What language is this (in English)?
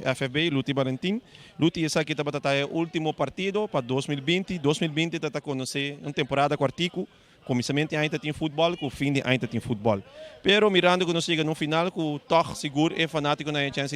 Papiamento